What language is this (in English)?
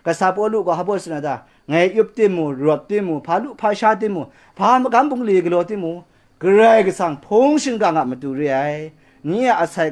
Kachin